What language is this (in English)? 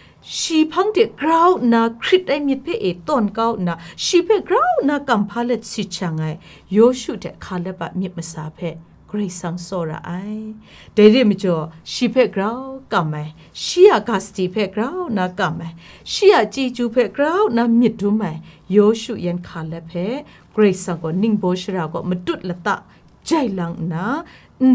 Kachin